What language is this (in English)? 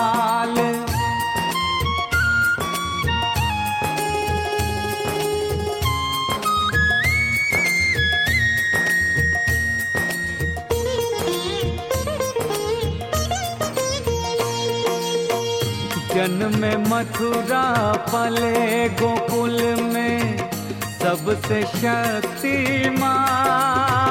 Hindi